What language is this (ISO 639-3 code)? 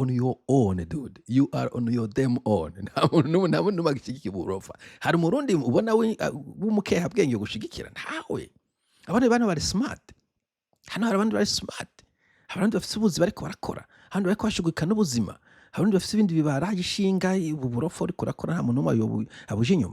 run